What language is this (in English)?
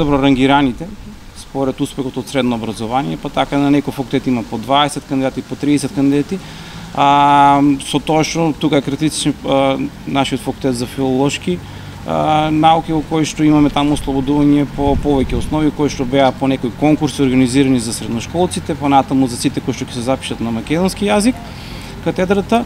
Macedonian